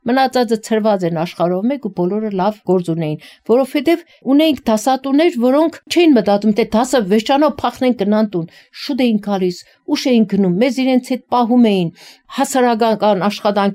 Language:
Armenian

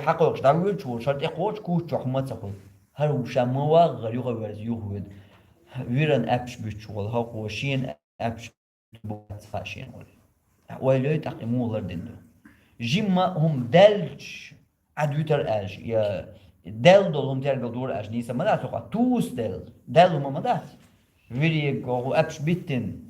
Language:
Chechen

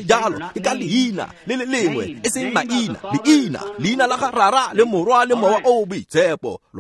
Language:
Tswana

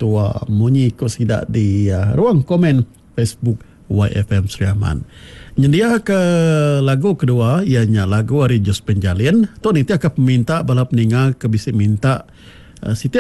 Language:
Iban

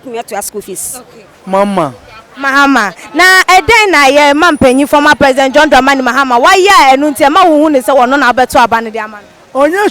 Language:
Akan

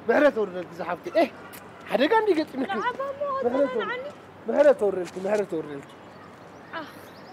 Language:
Tigrinya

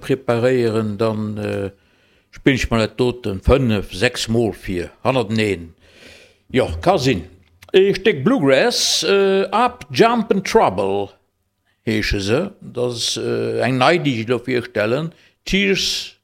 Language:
Luxembourgish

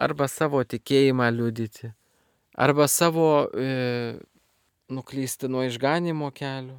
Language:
Lithuanian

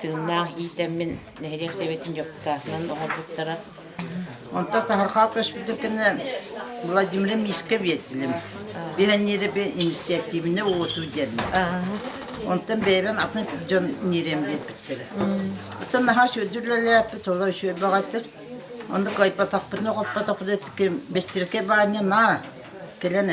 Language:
Yakut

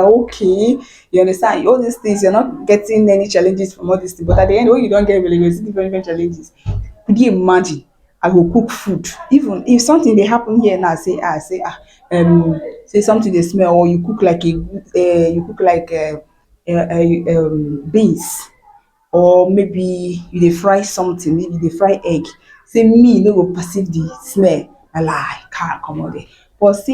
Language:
Nigerian Pidgin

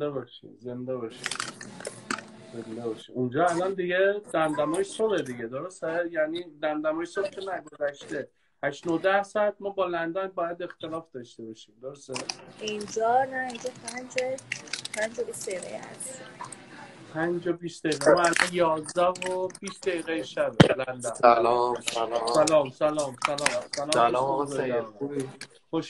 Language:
Persian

